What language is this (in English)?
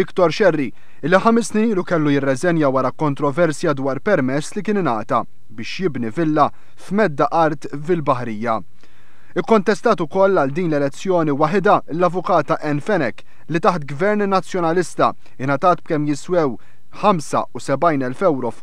Maltese